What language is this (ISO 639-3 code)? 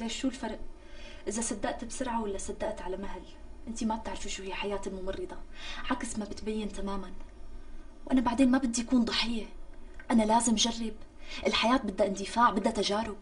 apc